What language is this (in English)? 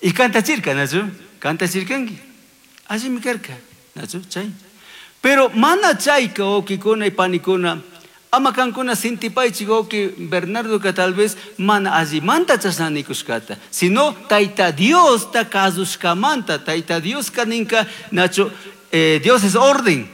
Chimborazo Highland Quichua